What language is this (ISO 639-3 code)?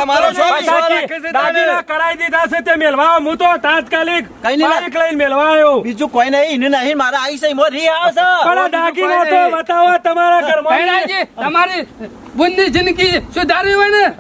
guj